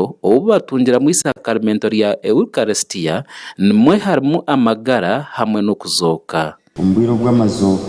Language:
Nyankole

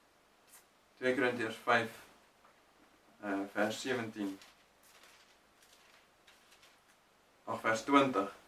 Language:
Afrikaans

